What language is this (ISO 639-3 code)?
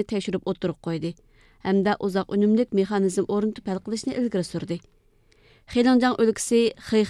uig